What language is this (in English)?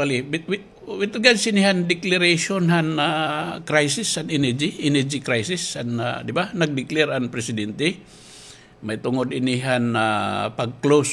Waray